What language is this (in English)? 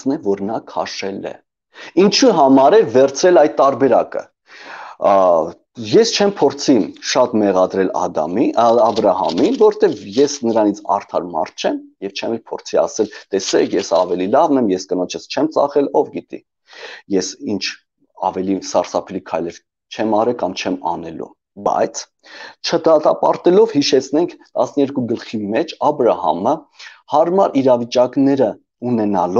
Armenian